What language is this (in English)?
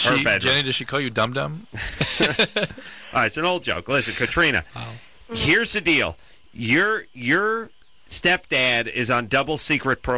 English